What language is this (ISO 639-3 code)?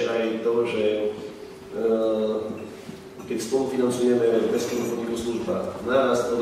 slk